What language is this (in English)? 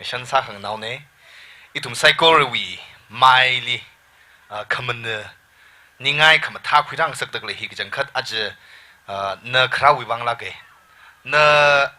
Tangkhul Naga (India)